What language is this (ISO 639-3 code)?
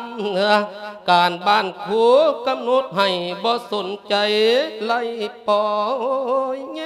lao